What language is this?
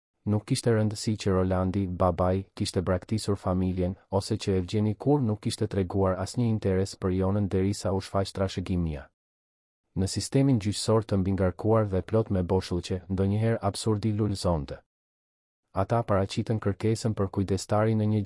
Albanian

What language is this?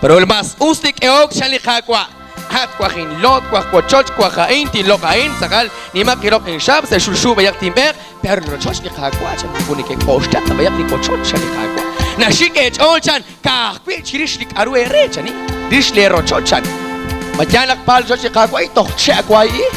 Kekchí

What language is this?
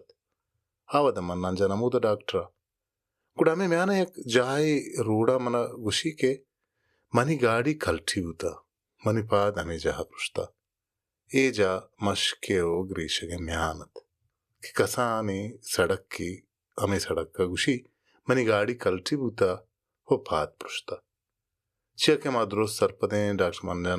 Baluchi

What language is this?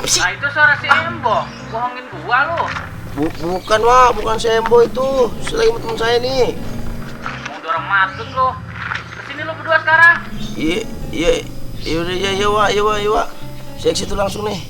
Betawi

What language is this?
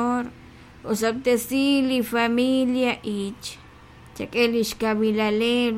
Kekchí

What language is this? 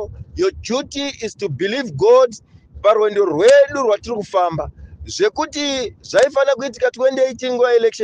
Shona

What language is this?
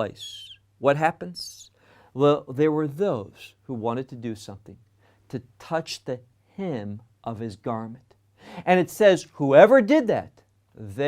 English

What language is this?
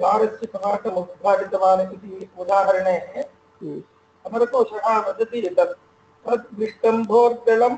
Sanskrit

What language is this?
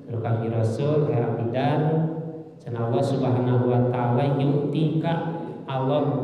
Sundanese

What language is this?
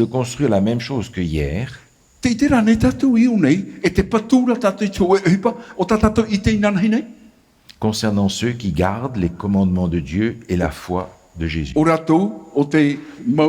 Tahitian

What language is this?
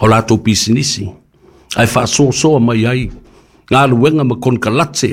Samoan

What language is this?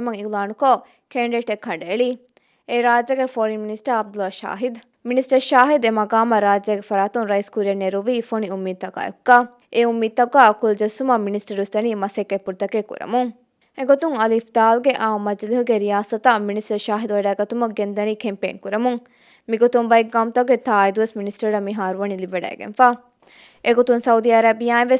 Divehi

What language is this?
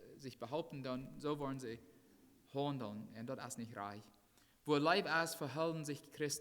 Plautdietsch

